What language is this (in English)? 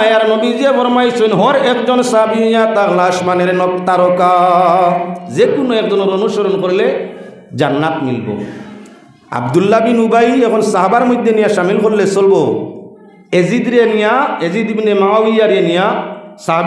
Sylheti